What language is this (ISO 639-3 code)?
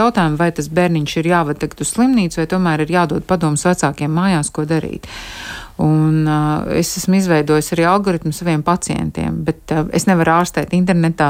lav